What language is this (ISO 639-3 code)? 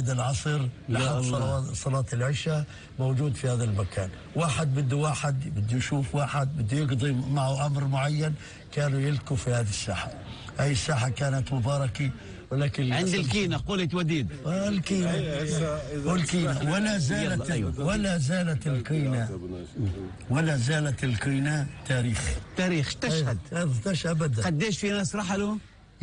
apc